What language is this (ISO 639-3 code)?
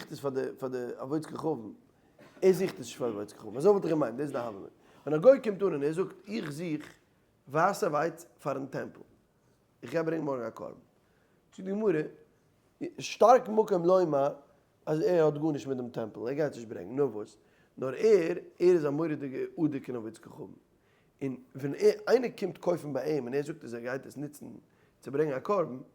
yid